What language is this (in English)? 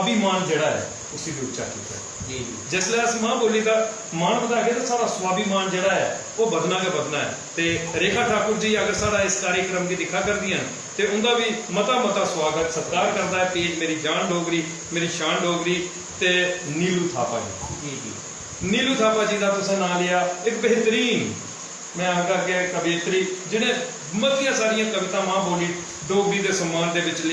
Dogri